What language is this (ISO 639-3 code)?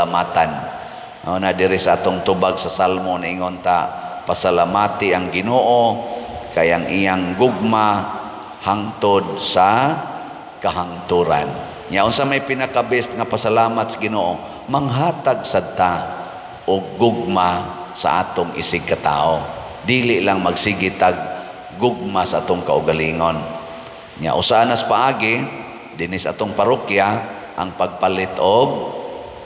ceb